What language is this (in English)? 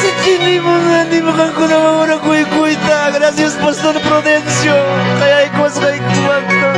Ayacucho Quechua